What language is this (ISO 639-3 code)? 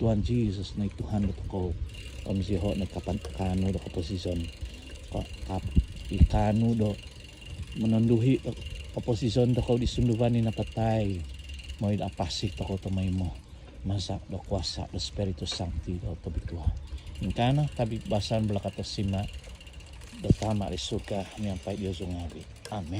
dtp